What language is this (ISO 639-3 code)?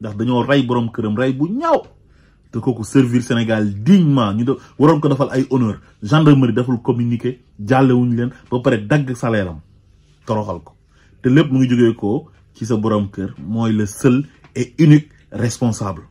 wol